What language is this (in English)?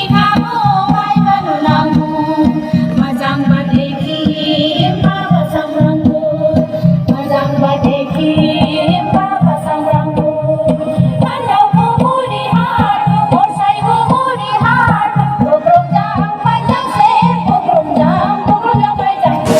Dimasa